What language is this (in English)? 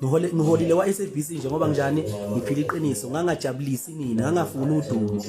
Zulu